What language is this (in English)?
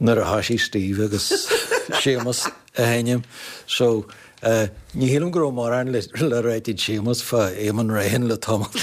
Irish